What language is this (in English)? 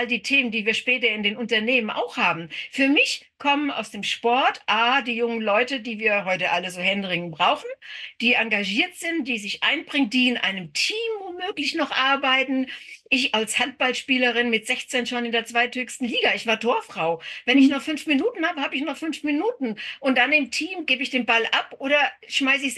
German